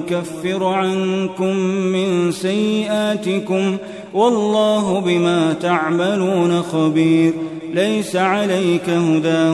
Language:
Arabic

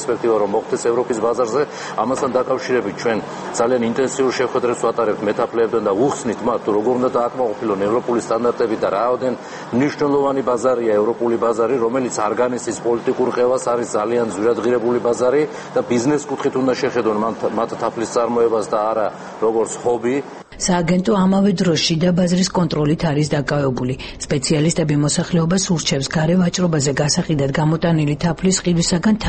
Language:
Georgian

